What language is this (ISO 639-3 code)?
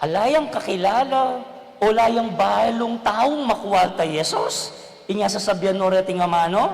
pam